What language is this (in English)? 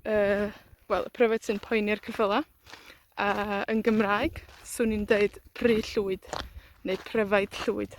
Welsh